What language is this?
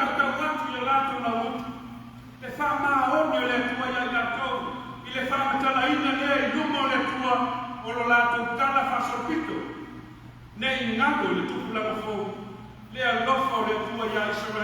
Samoan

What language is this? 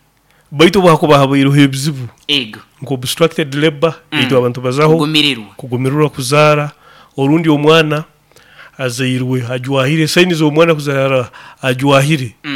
Nyoro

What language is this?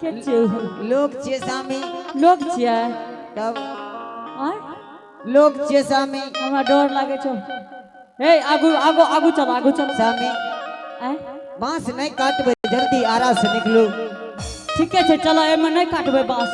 Angika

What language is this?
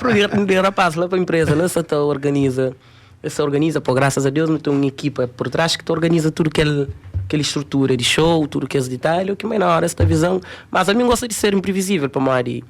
Kabuverdianu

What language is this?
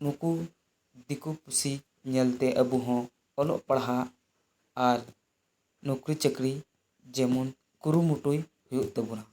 Santali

